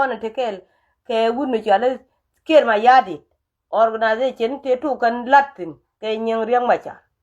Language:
Nuer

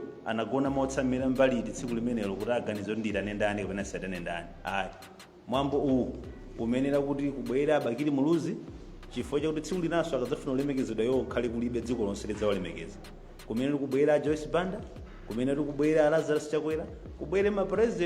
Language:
Nyanja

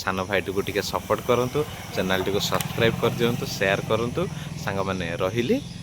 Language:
Odia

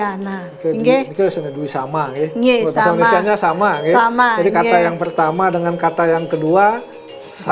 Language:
Balinese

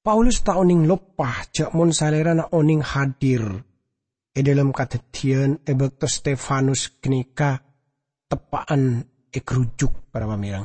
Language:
Madurese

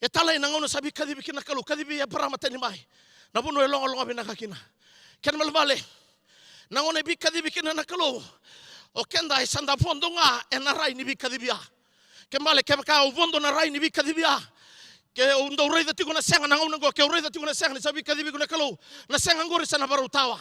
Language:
Fijian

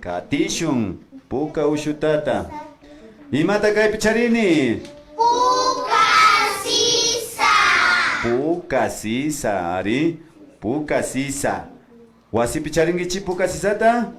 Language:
Imbabura Highland Quichua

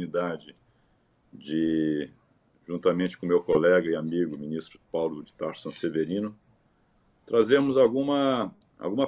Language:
Portuguese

